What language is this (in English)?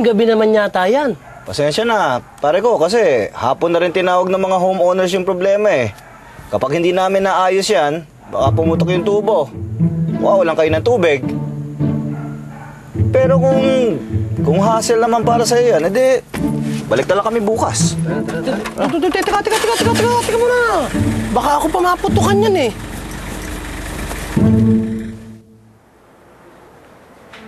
Filipino